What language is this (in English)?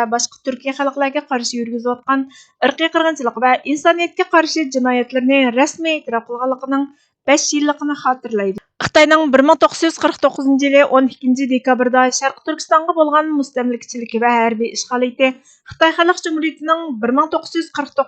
Uyghur